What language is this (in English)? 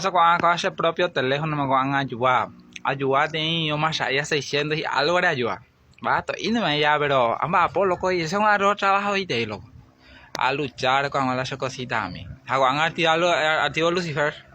Guarani